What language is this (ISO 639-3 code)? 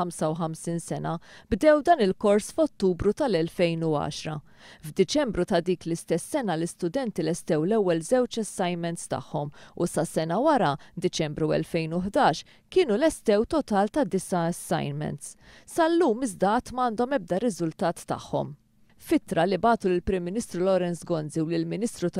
mlt